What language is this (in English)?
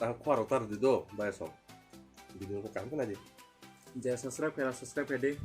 Kok Borok